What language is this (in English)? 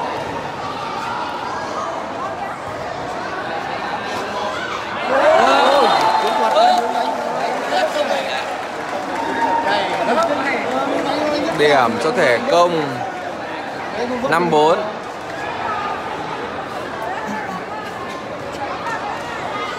Vietnamese